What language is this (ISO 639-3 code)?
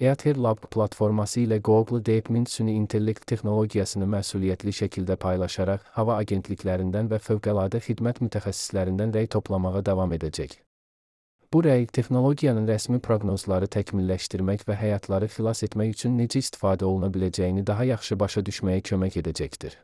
aze